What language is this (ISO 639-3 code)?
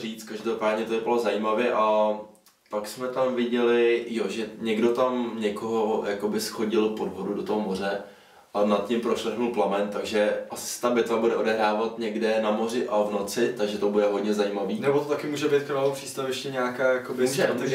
ces